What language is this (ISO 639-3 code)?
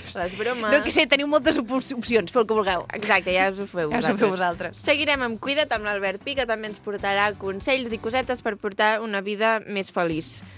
cat